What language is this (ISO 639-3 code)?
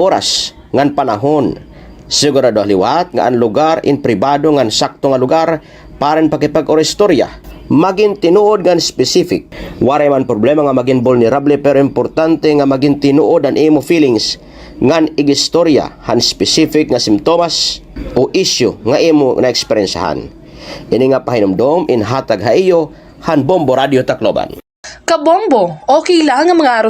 war